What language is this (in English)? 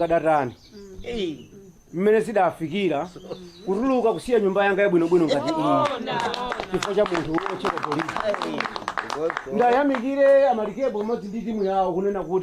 Nyanja